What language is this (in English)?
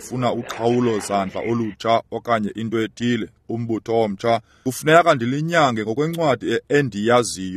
Xhosa